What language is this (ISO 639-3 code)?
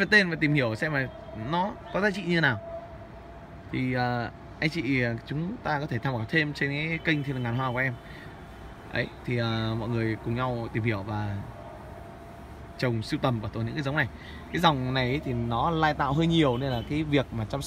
vie